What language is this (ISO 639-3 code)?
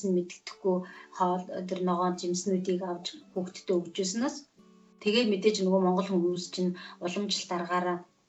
mon